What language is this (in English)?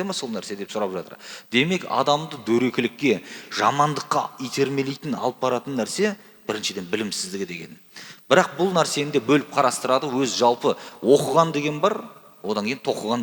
Kazakh